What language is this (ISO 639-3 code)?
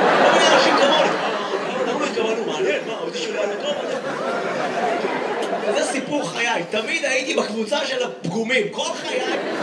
heb